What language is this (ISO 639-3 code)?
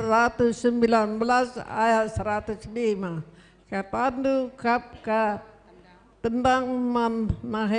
btx